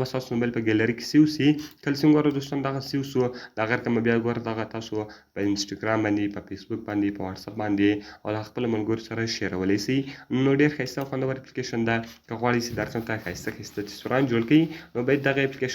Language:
Pashto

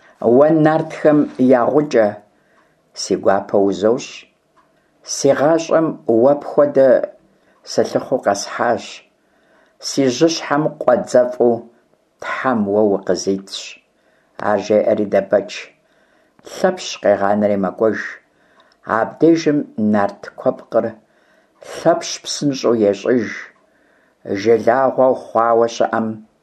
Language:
Kabardian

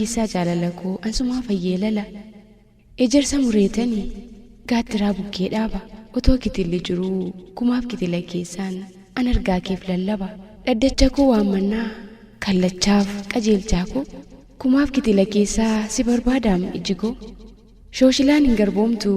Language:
Oromo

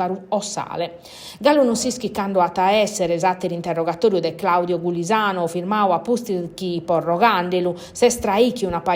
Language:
Sardinian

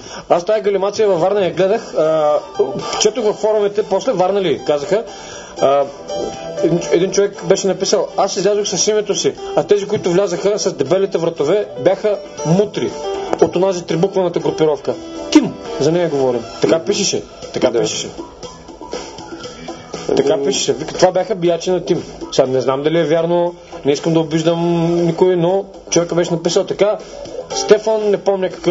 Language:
Bulgarian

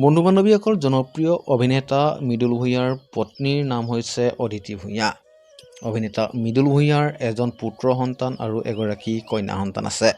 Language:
Assamese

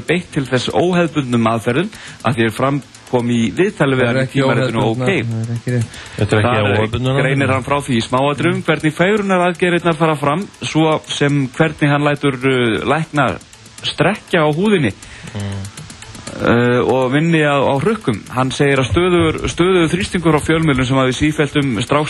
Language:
Icelandic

